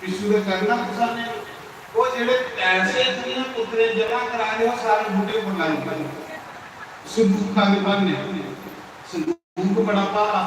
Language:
Dogri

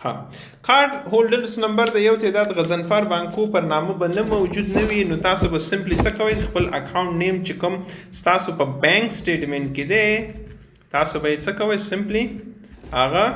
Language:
Pashto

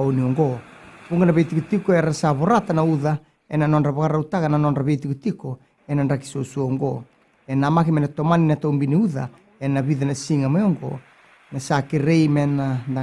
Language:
Fijian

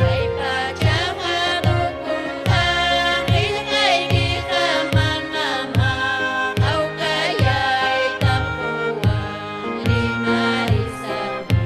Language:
Ayacucho Quechua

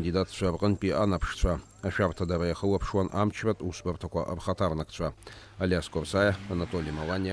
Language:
Abkhazian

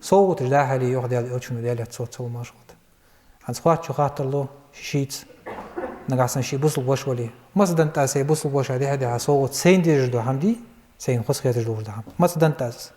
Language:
Ingush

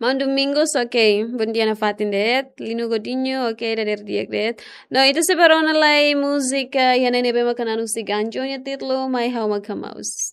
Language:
Tetum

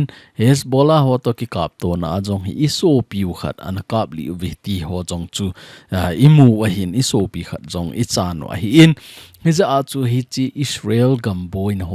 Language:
Thado Chin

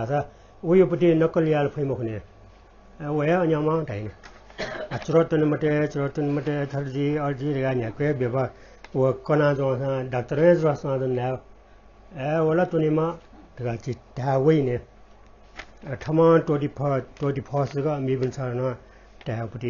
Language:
Newari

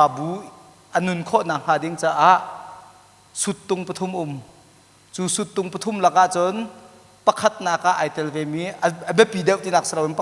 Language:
Hakha Chin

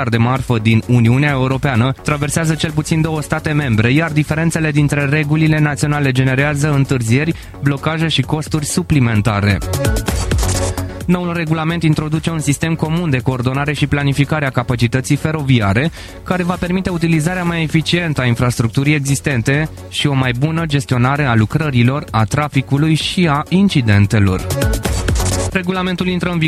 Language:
Romanian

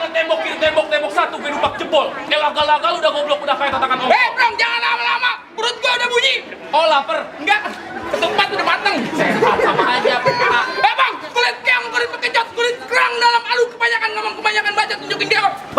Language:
Betawi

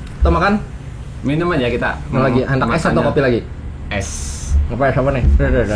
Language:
Banjar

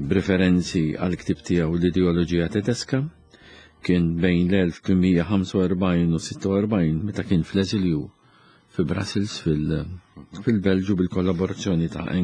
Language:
Maltese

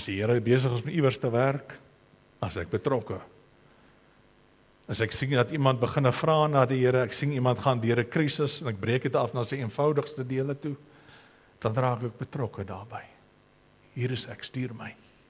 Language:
Afrikaans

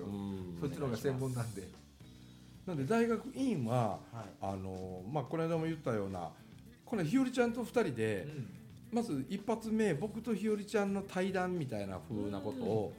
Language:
Japanese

